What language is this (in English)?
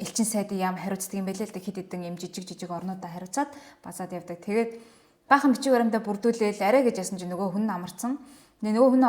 Mongolian